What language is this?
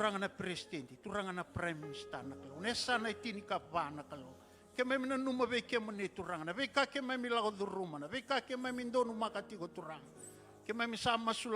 Fijian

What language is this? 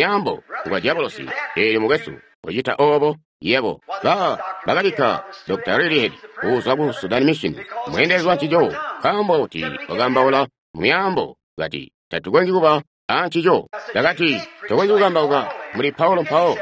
Tonga (Zambia)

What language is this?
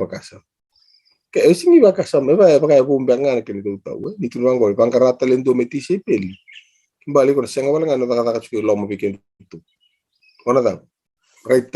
Fijian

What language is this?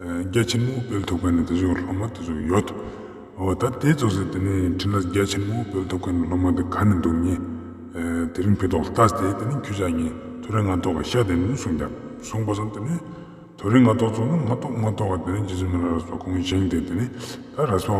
Ladakhi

